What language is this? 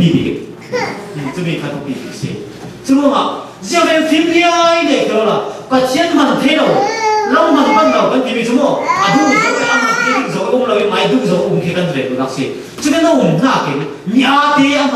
Falam Chin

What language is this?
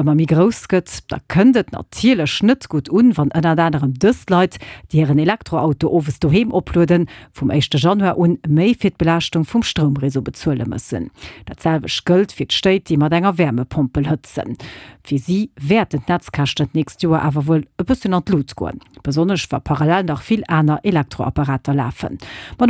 Luxembourgish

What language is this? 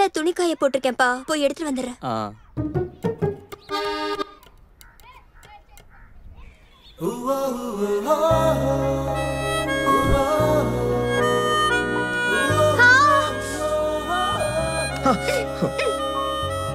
Tamil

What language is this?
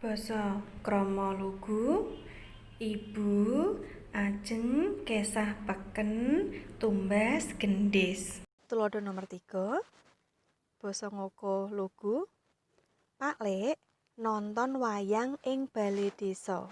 Javanese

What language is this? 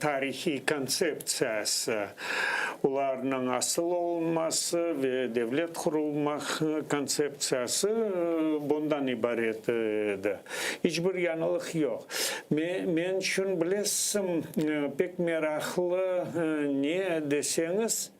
Crimean Tatar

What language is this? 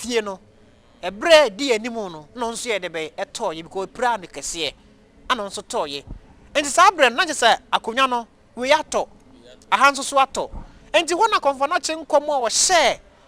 Akan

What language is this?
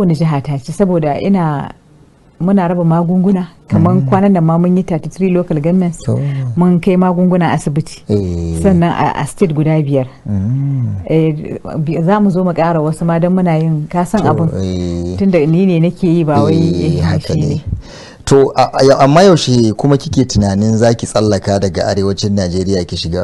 Hausa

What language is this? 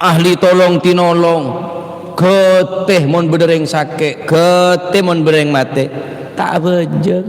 Madurese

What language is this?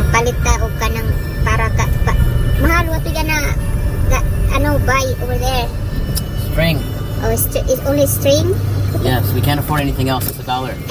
Cebuano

